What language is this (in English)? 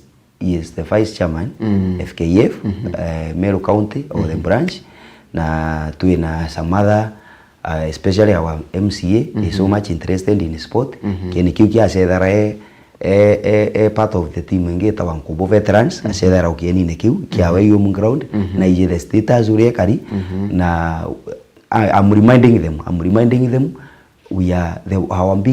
Meru